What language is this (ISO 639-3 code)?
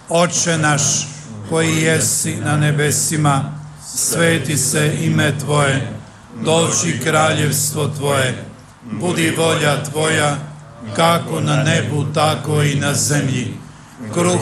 hrv